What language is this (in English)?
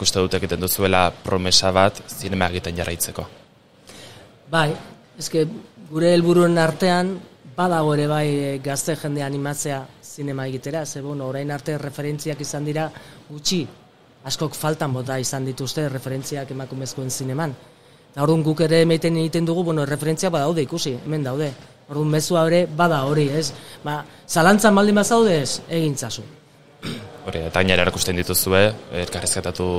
Basque